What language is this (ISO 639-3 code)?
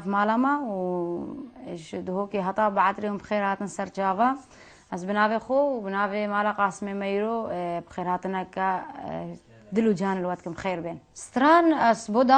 kur